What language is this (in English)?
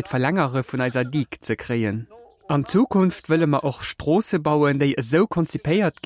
Luxembourgish